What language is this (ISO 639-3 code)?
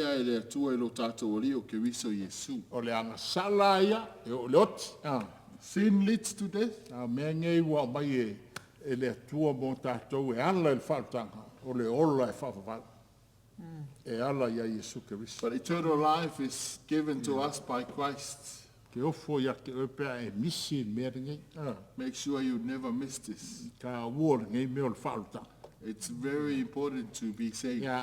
smo